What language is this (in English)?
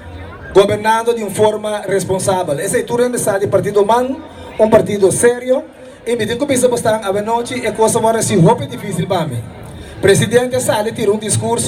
Papiamento